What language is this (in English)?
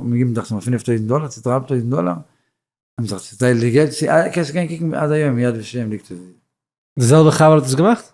Yiddish